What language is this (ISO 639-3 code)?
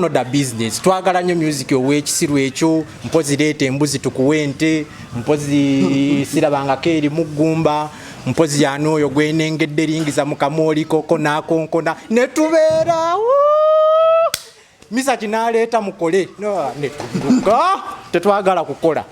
lug